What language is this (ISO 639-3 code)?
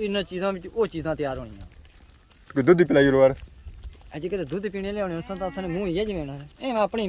phr